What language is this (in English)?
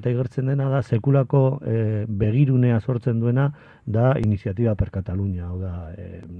Basque